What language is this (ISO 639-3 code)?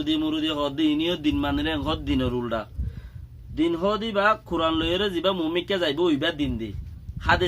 rhg